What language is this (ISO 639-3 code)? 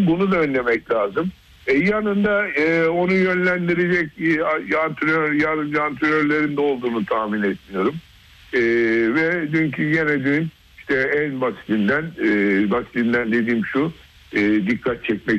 tur